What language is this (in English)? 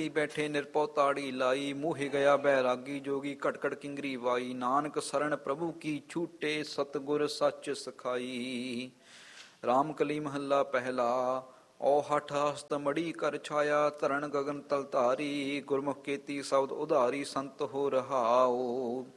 Punjabi